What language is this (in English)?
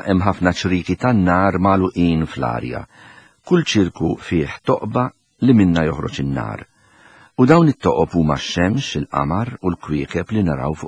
Maltese